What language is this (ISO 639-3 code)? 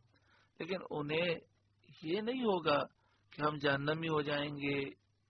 urd